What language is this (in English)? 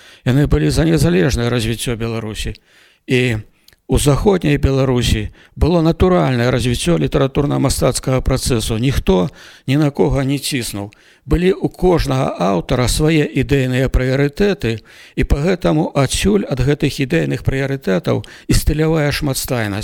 Belarusian